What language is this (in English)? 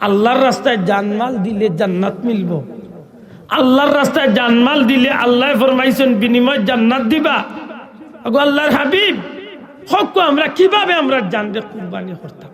Sylheti